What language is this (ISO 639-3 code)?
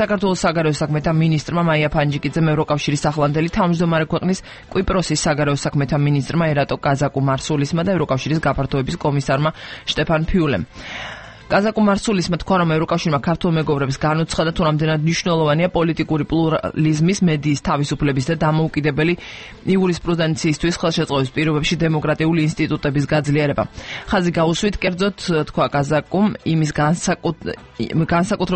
kat